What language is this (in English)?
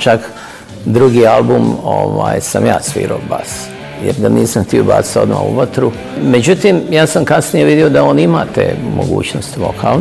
Bosnian